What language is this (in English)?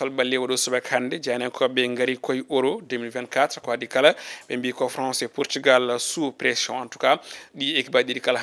Fula